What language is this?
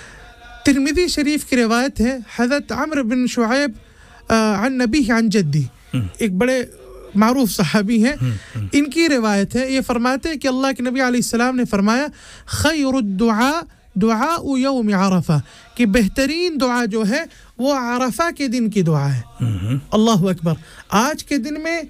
Urdu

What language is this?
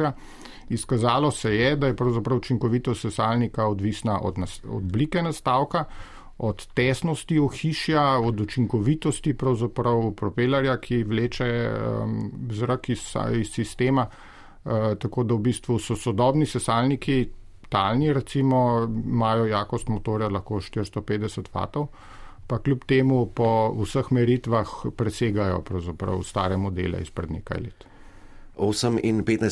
Slovenian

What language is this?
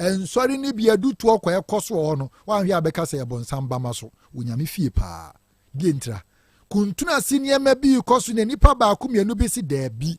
Akan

